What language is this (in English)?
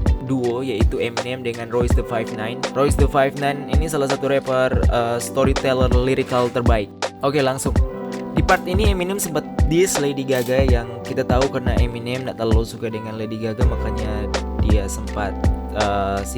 Manado Malay